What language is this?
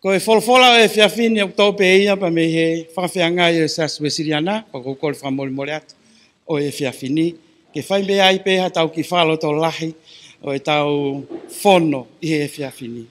Tongan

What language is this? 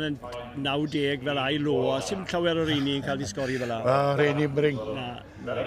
Welsh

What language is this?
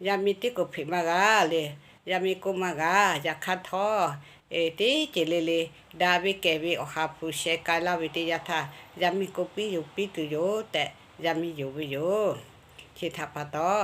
Lahu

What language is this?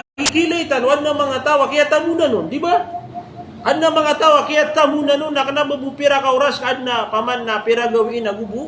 Maranao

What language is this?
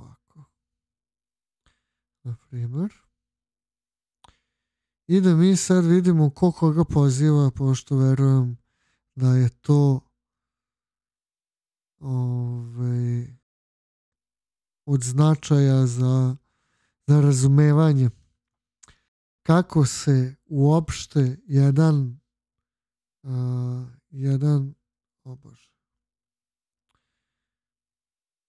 Serbian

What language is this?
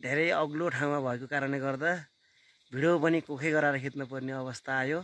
Nepali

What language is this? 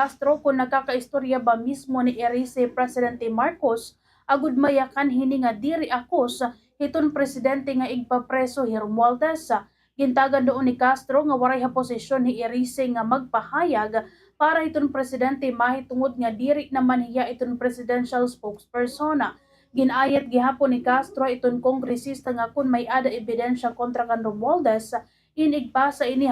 Waray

